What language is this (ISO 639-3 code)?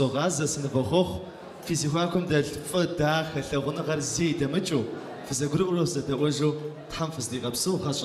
kbd